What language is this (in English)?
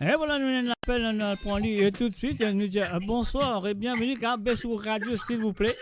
Morisyen